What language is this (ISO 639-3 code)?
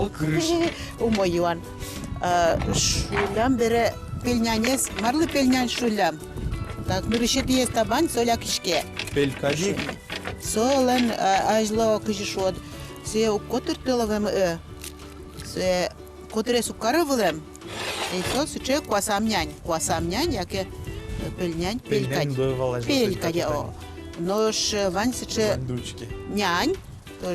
udm